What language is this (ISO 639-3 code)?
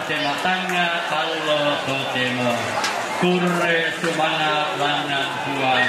sda